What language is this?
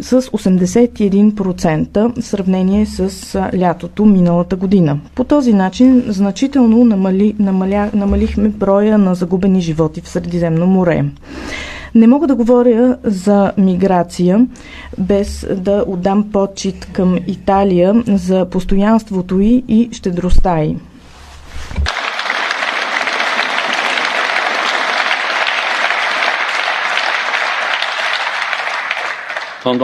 Bulgarian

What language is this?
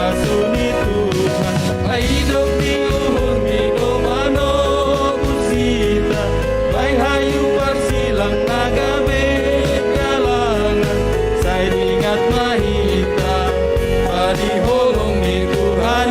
Batak Simalungun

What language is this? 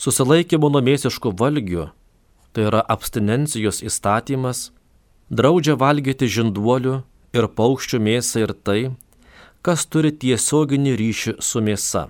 Lithuanian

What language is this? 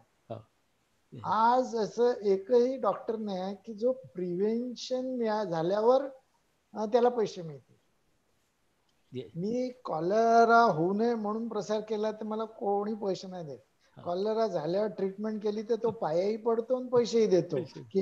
Marathi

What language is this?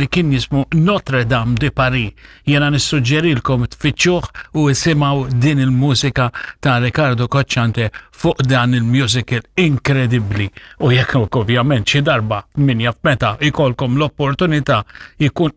Maltese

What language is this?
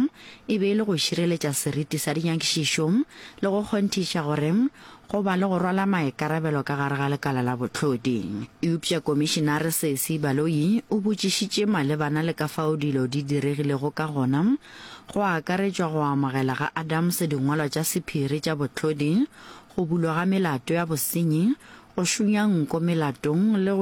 Northern Sotho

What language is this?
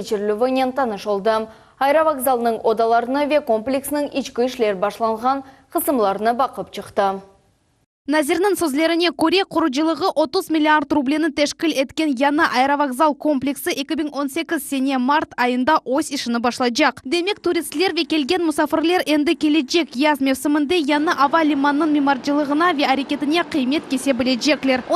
Crimean Tatar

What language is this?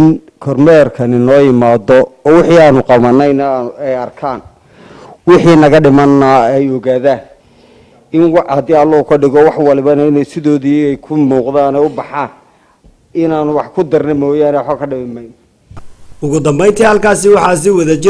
Somali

